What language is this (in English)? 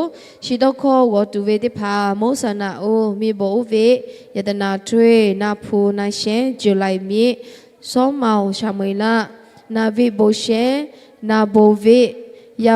Lahu